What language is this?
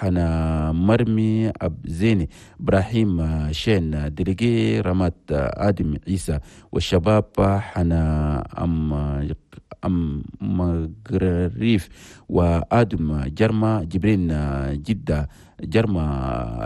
Chadian Arabic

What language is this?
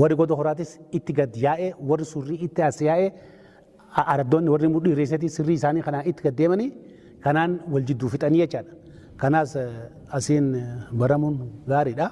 Oromo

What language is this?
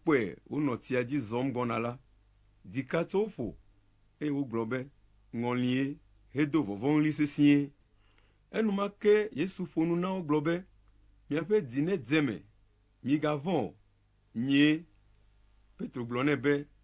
Ewe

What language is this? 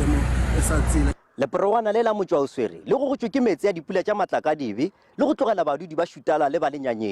Northern Sotho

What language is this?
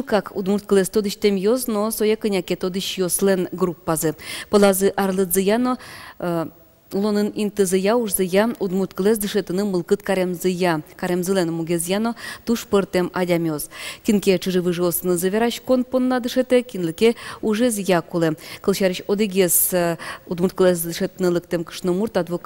Udmurt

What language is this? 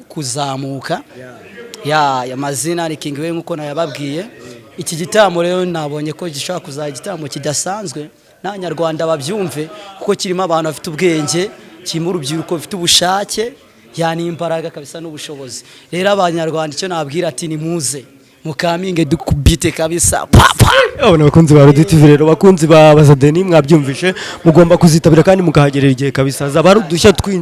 Kinyarwanda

